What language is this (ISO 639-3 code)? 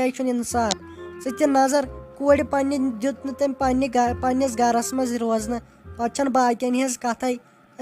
kas